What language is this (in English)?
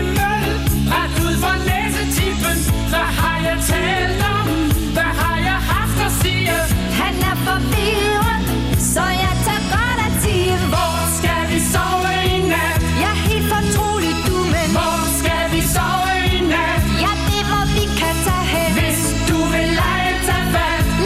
Danish